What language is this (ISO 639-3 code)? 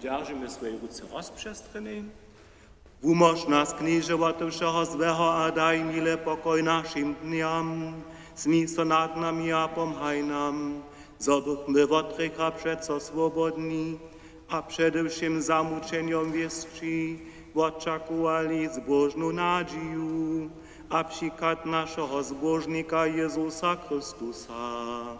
hsb